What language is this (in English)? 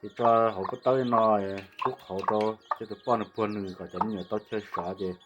Hmong